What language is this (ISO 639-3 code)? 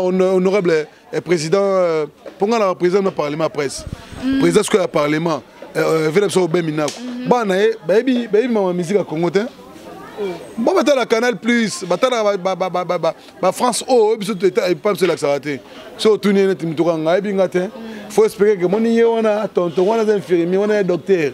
lin